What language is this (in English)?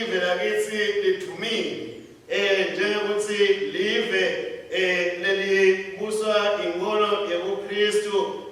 Swati